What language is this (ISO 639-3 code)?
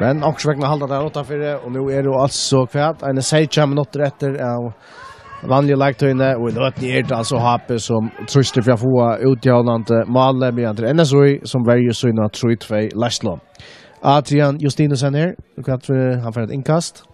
fao